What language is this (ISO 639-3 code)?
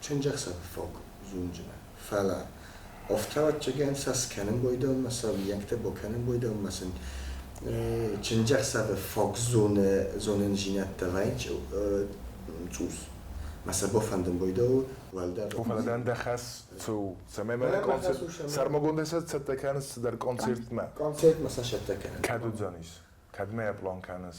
oss